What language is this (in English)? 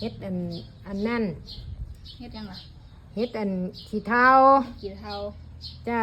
Lao